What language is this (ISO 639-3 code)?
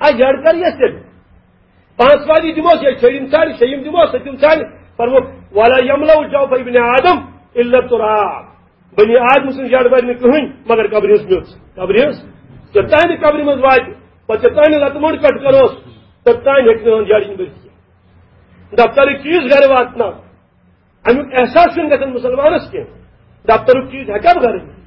kas